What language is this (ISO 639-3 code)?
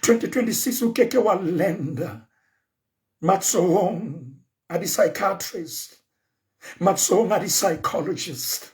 sot